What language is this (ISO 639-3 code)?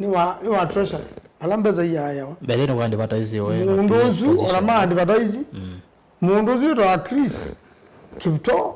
kam